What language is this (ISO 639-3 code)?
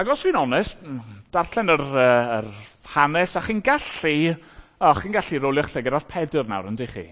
cym